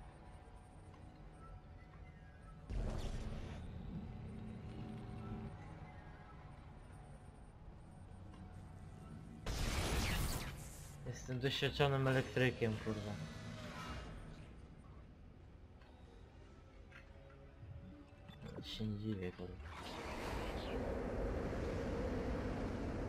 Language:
Polish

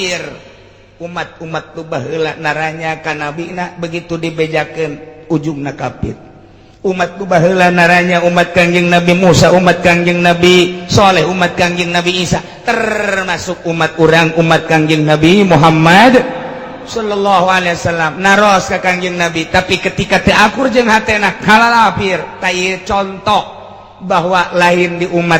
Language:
Sundanese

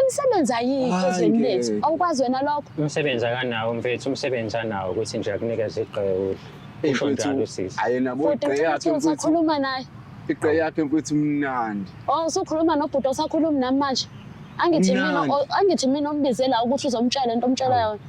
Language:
Zulu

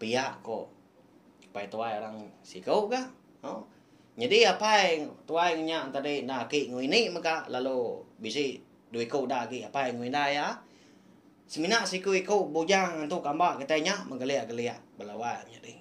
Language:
Iban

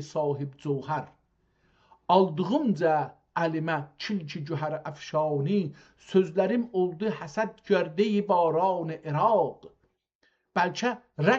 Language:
South Azerbaijani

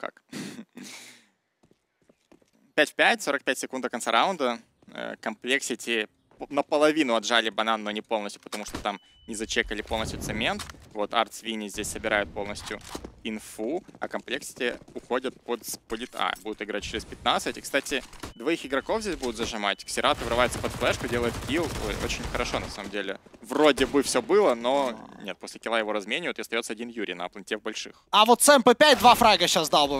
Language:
Russian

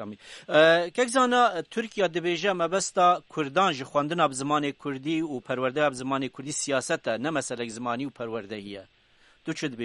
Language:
Kurdish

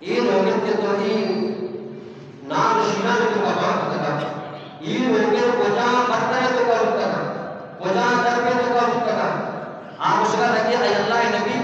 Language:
Eastern Balochi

